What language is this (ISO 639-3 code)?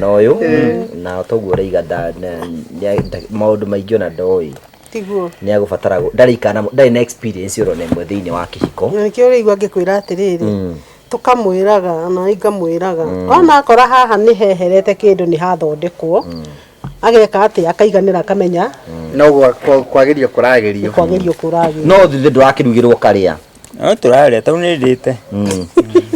kik